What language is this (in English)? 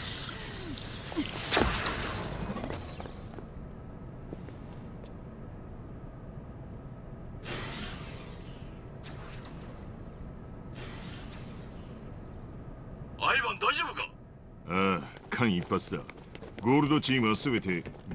Japanese